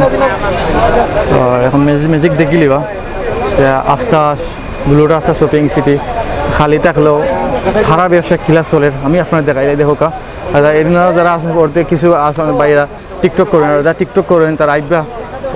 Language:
Sylheti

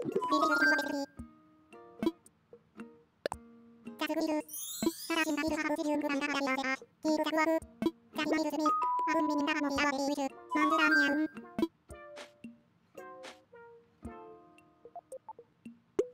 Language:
Japanese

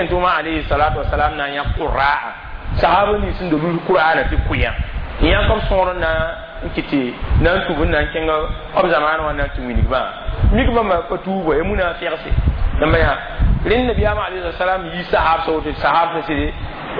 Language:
Mossi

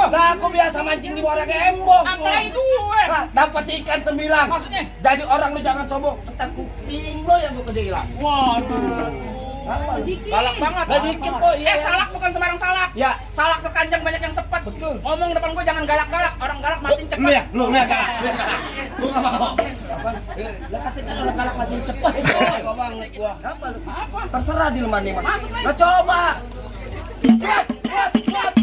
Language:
Betawi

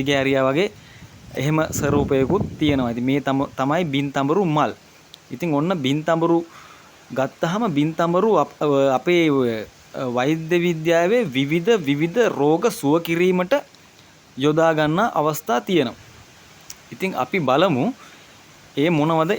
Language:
Sinhala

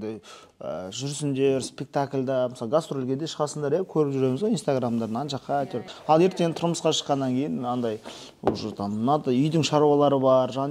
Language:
Kazakh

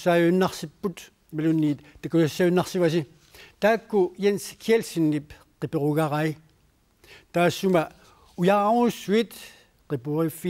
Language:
Kalaallisut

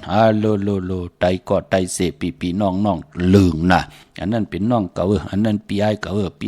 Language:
Shan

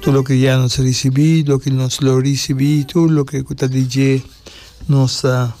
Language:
Papiamento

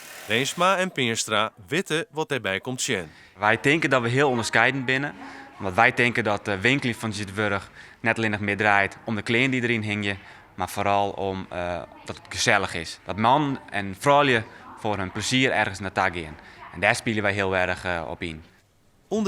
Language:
Western Frisian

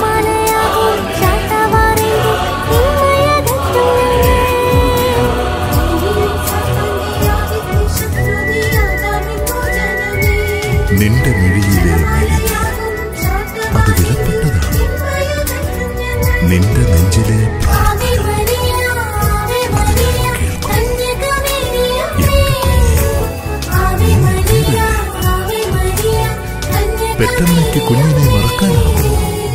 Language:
Malayalam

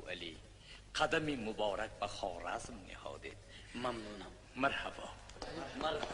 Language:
Tajik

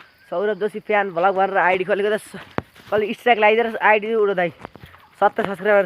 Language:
Nepali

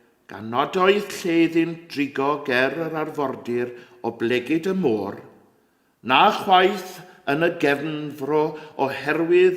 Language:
Welsh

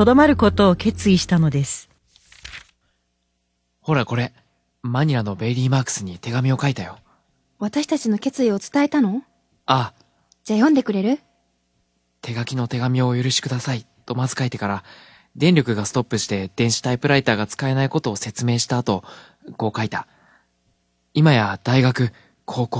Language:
Japanese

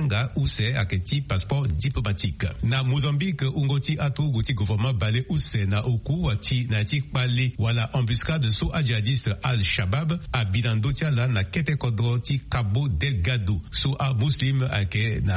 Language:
Sango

